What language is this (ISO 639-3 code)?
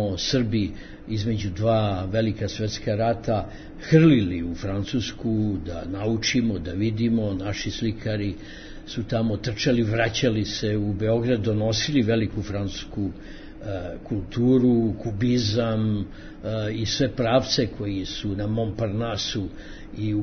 srp